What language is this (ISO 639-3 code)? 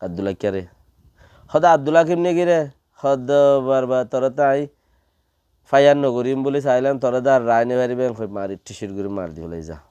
rhg